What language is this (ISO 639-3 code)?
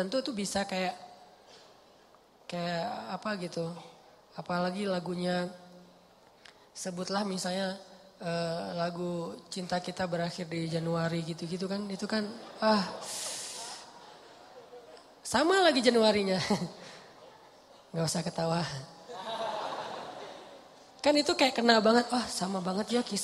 ind